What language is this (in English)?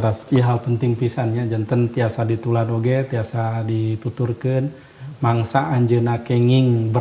Sundanese